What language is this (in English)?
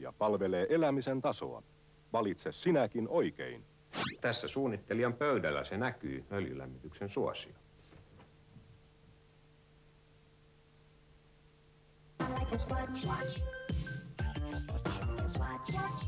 Finnish